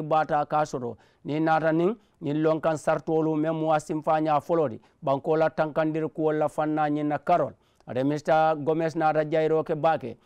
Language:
Mandingo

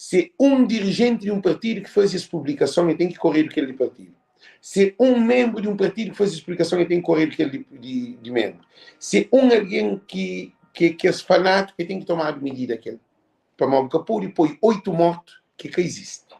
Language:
Kabuverdianu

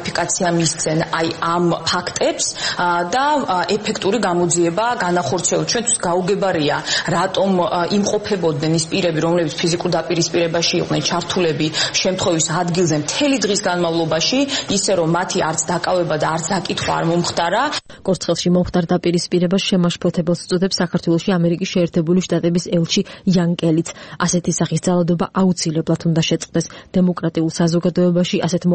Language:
Georgian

